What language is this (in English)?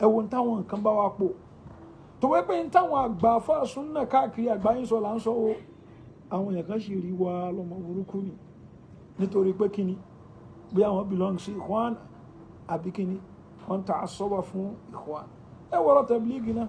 Yoruba